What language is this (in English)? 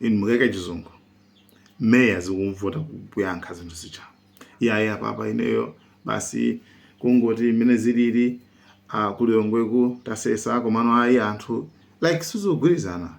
Nyanja